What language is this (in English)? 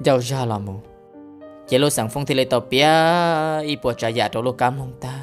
Hmong